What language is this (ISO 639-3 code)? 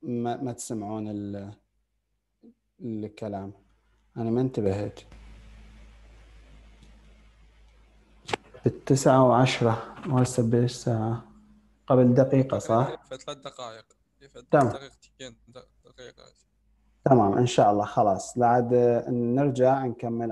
acm